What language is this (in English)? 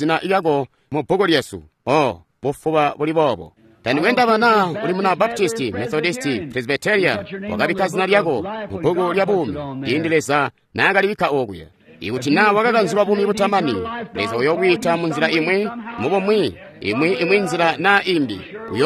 Tonga (Zambia)